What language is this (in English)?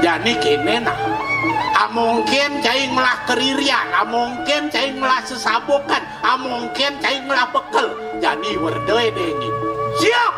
Balinese